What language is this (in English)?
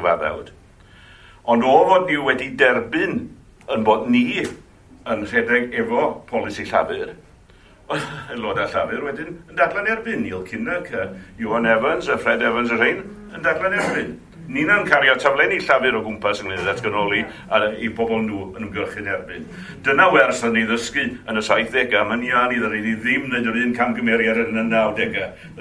Welsh